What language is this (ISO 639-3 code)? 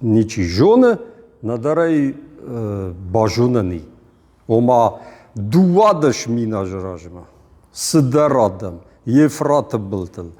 oss